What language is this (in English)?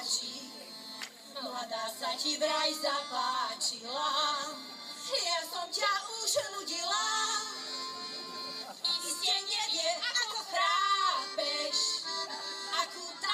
Slovak